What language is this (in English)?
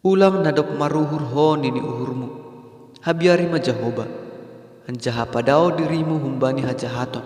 Batak Simalungun